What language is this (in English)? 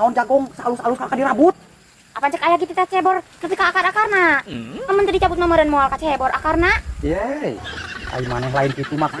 Sundanese